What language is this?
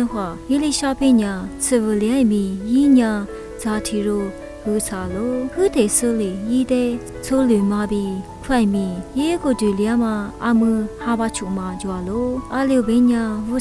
Lisu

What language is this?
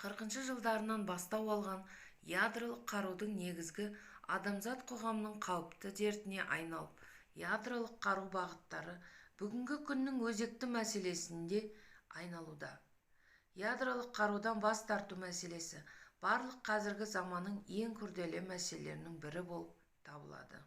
Kazakh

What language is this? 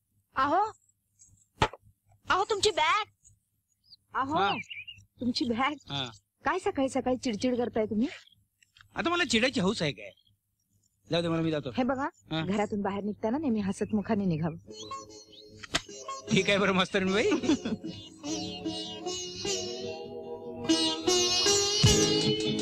Marathi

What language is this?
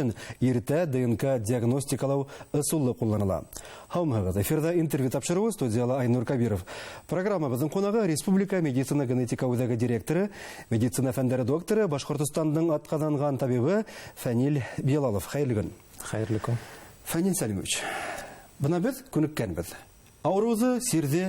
Bashkir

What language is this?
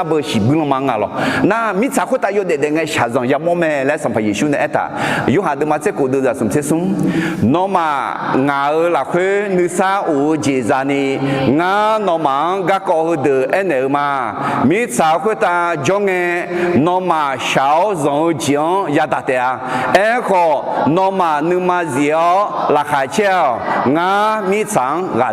Akha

